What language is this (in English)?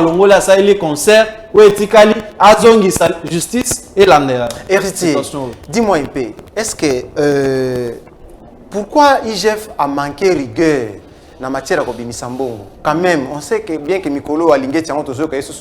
Lingala